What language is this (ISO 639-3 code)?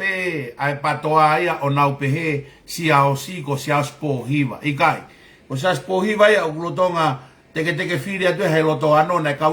ton